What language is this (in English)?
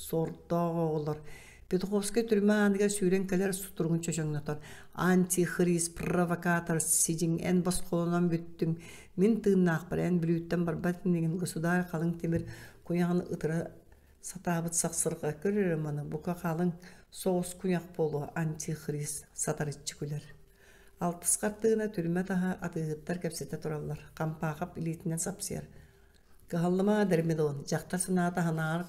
Yakut